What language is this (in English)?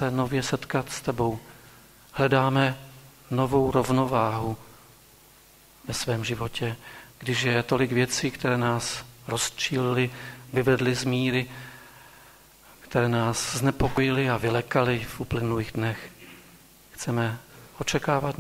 Czech